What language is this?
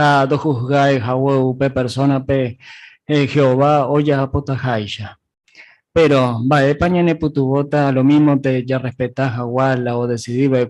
Guarani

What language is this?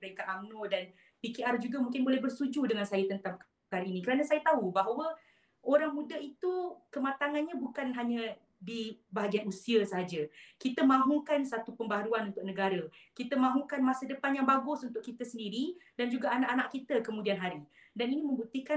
Malay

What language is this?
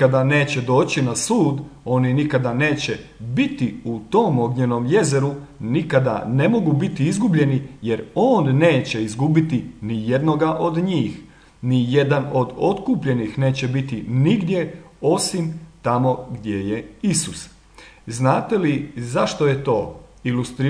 Croatian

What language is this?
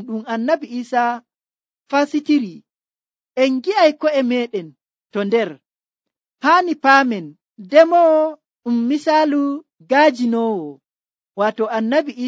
Nigerian Fulfulde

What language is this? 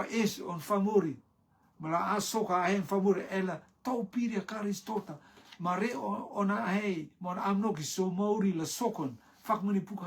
Rotuman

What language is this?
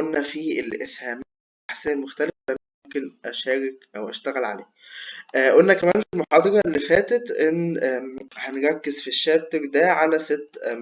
Egyptian Arabic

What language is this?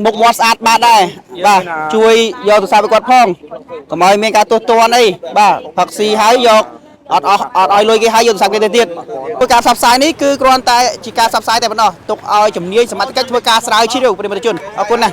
Khmer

